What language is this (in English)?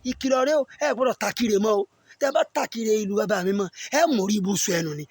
Yoruba